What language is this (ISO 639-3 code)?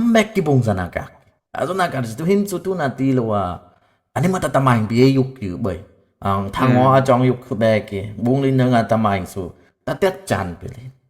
dis